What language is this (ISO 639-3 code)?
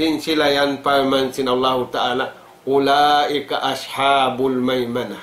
tsg